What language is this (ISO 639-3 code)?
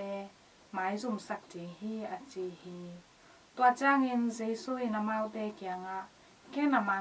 ctd